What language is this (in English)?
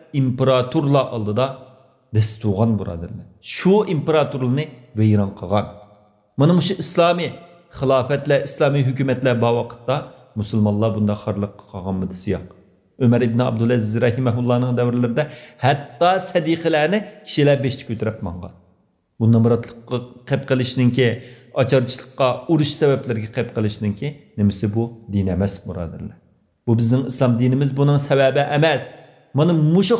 Uyghur